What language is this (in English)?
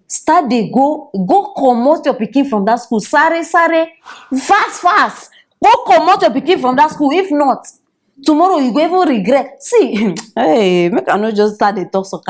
Nigerian Pidgin